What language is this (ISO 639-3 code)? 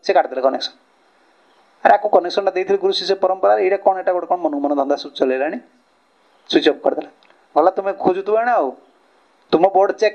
ori